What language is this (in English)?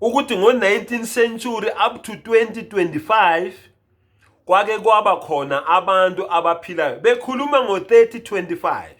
Zulu